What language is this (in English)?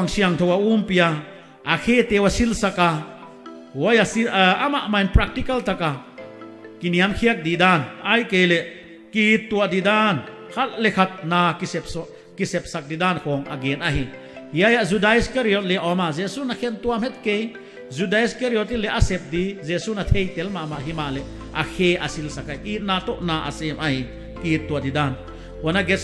Paite Chin